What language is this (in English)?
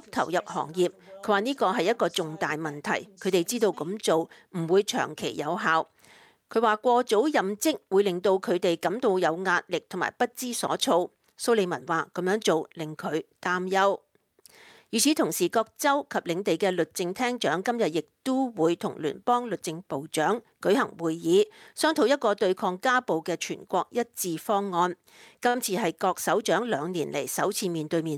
Cantonese